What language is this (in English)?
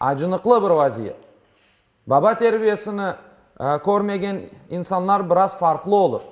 Crimean Tatar